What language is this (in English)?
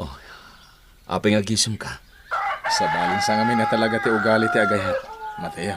Iloko